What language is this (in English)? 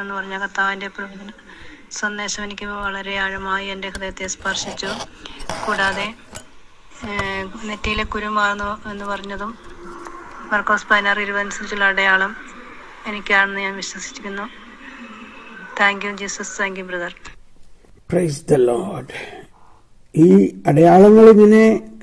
Malayalam